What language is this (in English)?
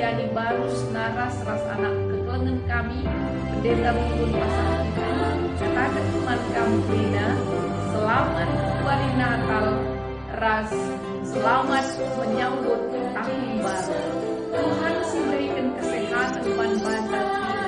Batak Karo